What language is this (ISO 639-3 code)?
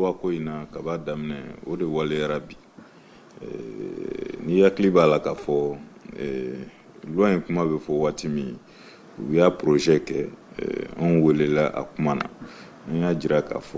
bam